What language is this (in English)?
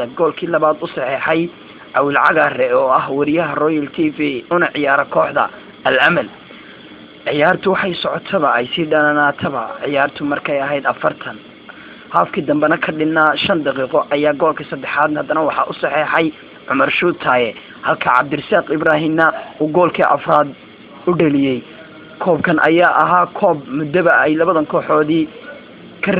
Somali